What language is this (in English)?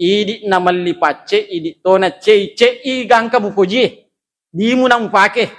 Buginese